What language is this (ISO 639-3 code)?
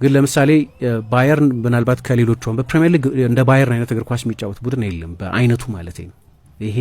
amh